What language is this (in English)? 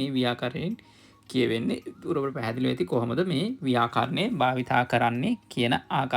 Sinhala